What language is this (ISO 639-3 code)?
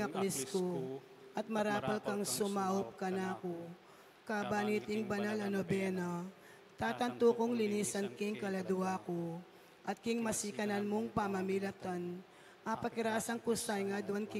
pam